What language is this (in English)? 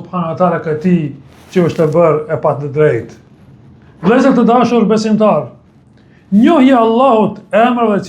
Albanian